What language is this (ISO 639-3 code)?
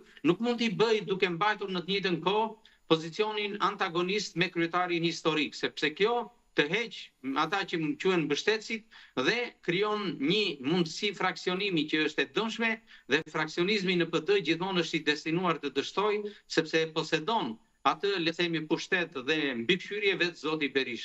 sqi